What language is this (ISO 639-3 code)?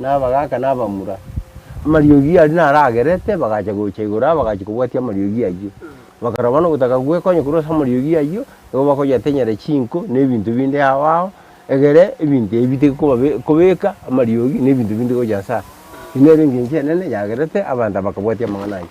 guz